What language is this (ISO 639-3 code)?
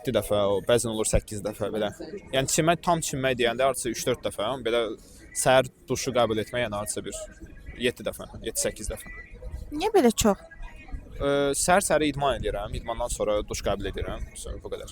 aze